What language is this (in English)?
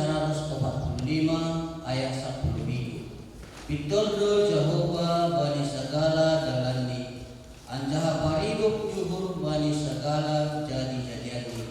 Batak Simalungun